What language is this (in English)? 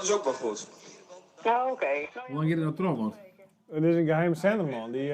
Western Frisian